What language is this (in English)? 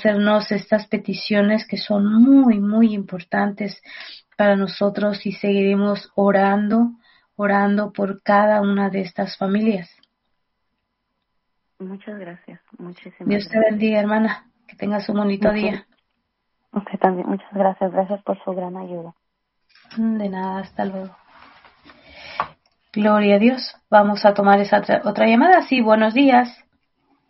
Spanish